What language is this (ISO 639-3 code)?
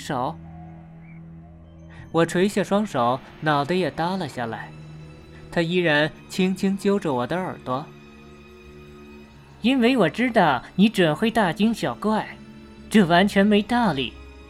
zho